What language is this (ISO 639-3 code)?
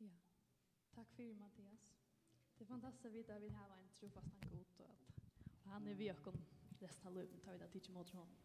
fao